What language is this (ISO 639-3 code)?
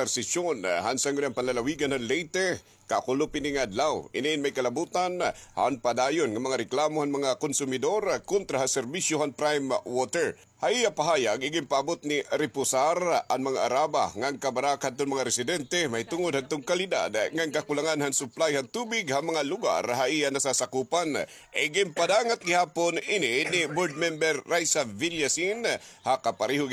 war